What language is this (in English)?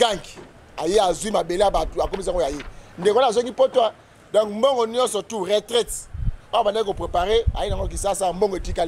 Lingala